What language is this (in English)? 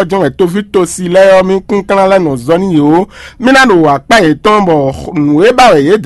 Fon